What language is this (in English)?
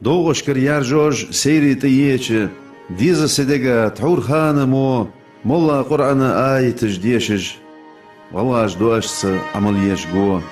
Ingush